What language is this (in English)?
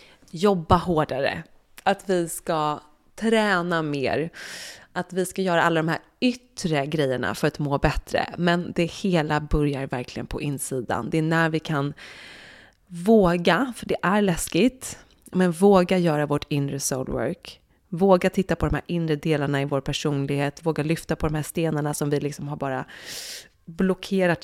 Swedish